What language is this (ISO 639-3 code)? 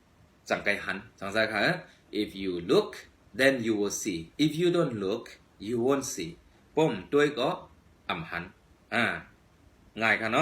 shn